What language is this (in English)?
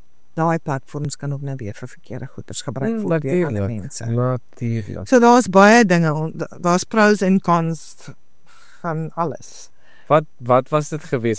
Afrikaans